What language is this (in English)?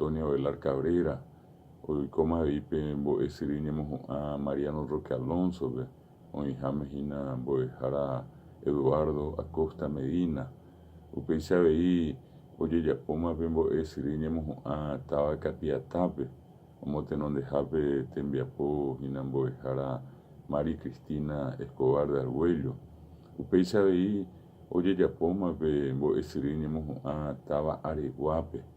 Guarani